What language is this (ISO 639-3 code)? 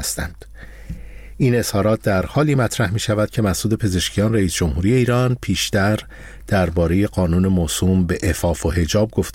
fas